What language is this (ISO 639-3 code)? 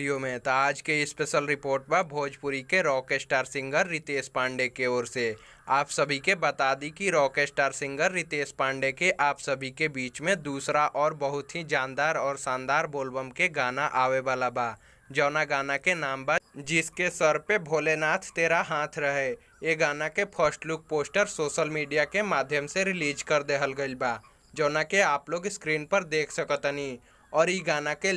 bho